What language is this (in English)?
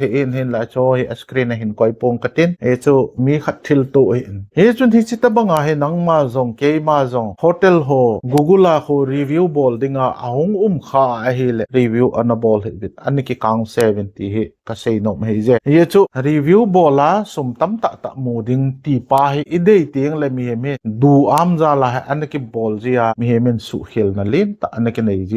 Thado Chin